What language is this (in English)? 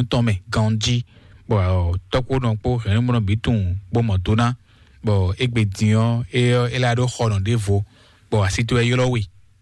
Fon